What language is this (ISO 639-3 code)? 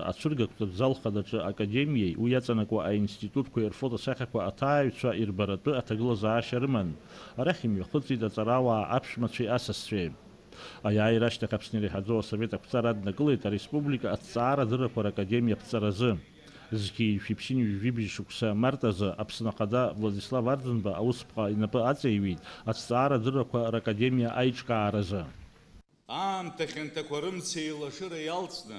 abk